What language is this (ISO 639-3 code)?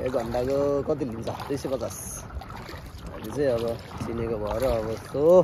nep